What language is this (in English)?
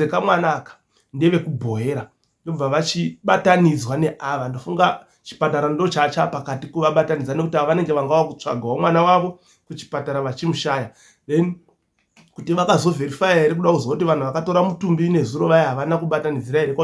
Shona